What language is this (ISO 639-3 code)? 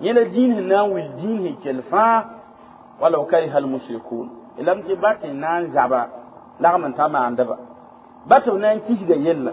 mos